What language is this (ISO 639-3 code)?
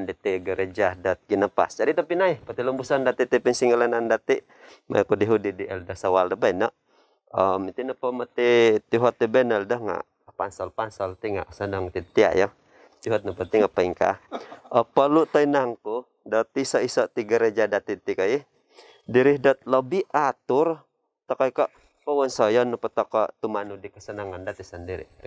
dtp